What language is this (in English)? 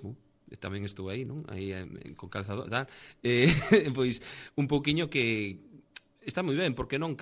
Galician